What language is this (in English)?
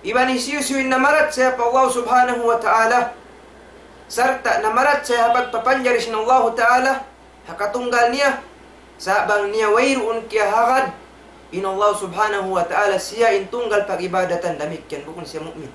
Tausug